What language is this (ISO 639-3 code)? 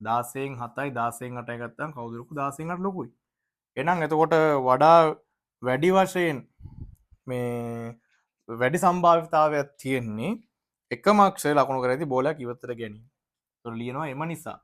sin